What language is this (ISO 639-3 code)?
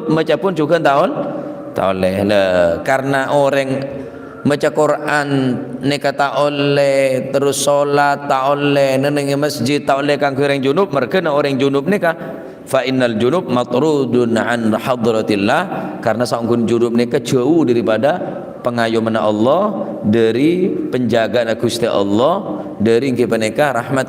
mad